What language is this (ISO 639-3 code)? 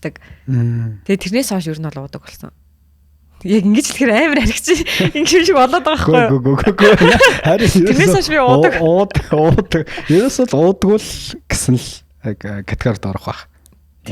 mon